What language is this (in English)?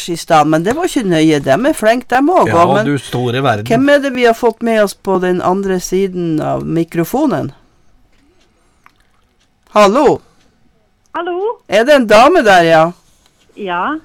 Norwegian